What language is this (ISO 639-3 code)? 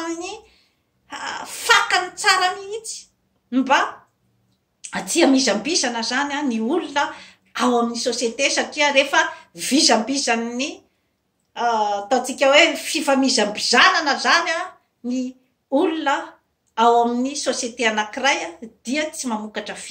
mlg